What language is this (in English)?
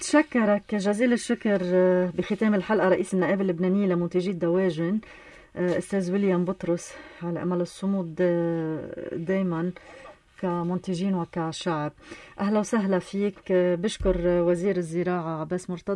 North Levantine Arabic